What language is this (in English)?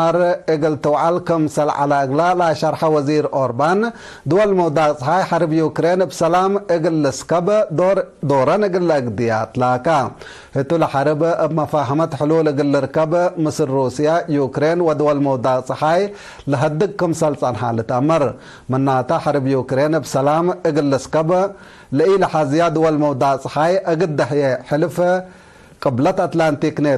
Tigre